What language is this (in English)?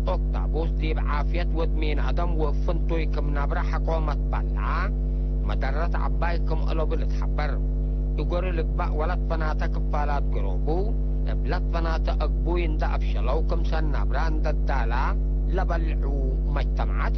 Tigre